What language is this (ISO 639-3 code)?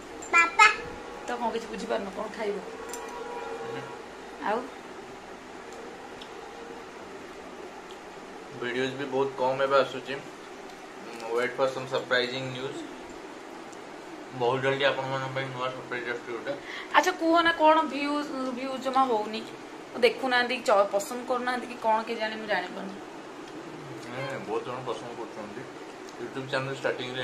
ori